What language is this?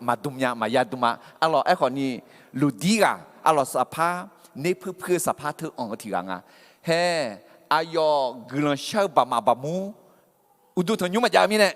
Akha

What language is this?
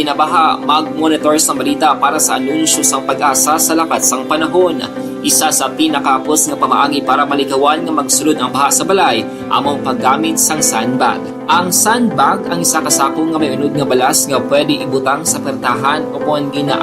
Hiligaynon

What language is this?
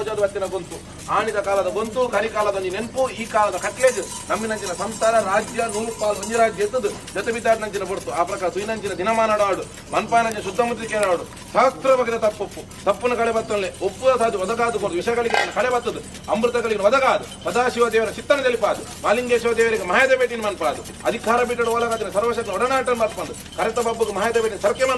Tulu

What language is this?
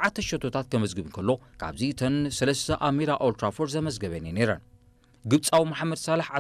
Tigrinya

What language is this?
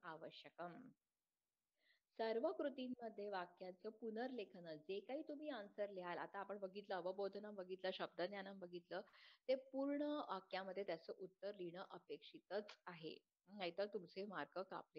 Marathi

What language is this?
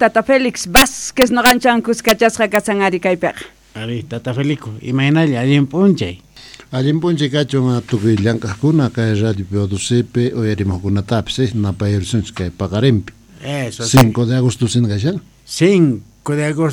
South Bolivian Quechua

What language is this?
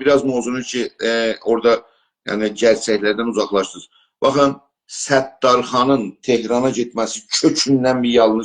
South Azerbaijani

